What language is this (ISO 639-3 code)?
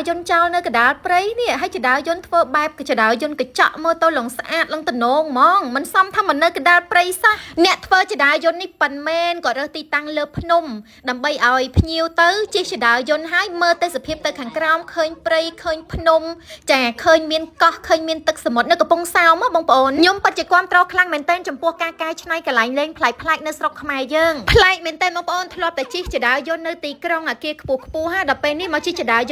khm